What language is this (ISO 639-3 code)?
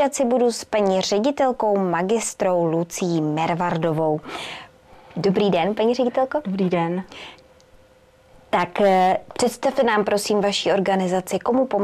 ces